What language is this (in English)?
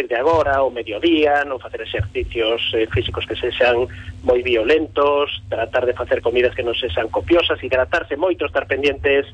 Galician